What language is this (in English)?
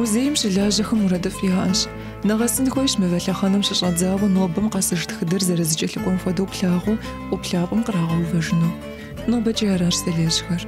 Kabardian